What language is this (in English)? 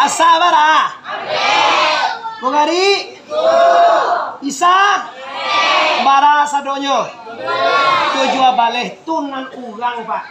Minangkabau